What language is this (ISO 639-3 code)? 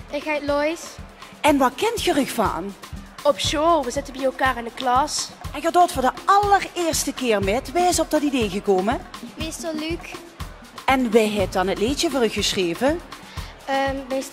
lim